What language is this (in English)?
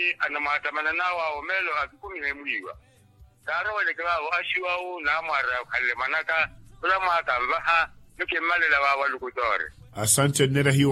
Makhuwa